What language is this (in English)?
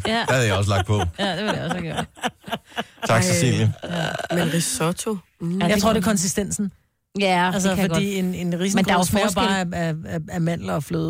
Danish